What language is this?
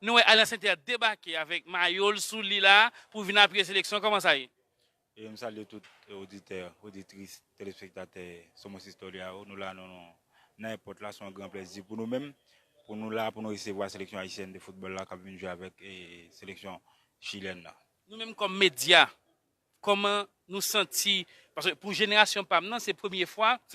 Haitian Creole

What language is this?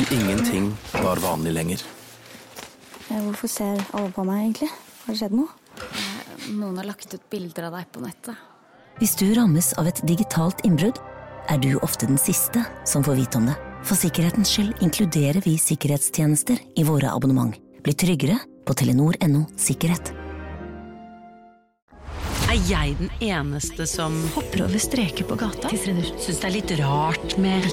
Norwegian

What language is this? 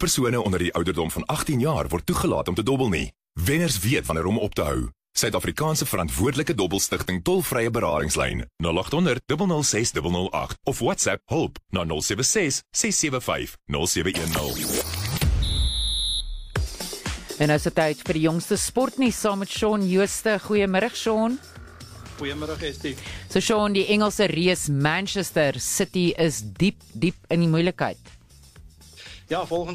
Afrikaans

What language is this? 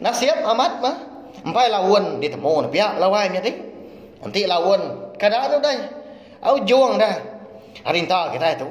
Iban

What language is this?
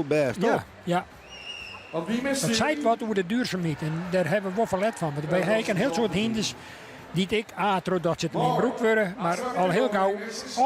Western Frisian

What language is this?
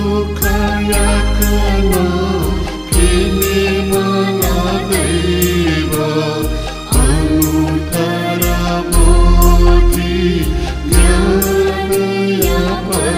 Newari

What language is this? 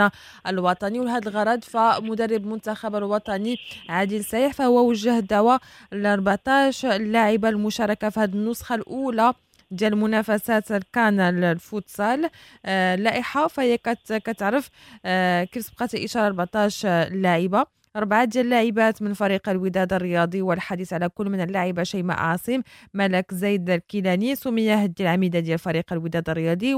Moroccan Arabic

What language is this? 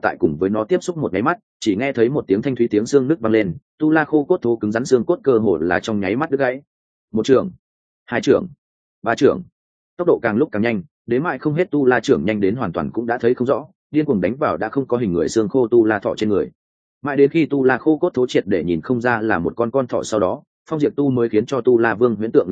Vietnamese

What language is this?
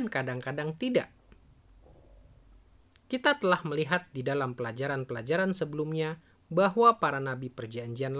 Indonesian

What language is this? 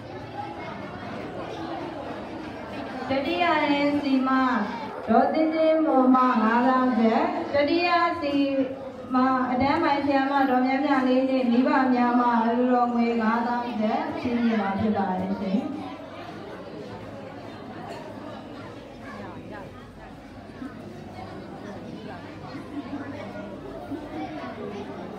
Burmese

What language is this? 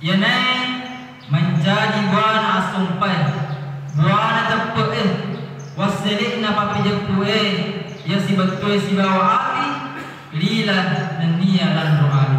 Buginese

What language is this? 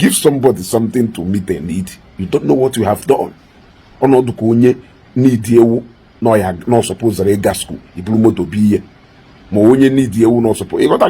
Igbo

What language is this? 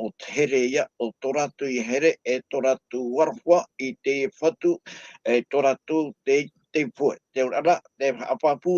Tahitian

